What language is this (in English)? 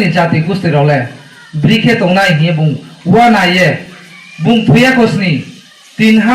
Riang (India)